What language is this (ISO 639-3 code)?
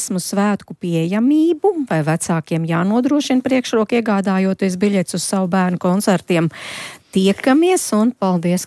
lav